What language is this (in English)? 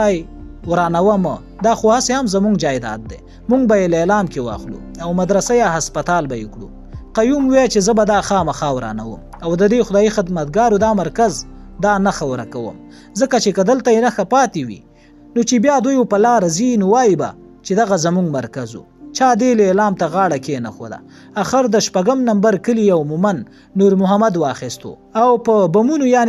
Pashto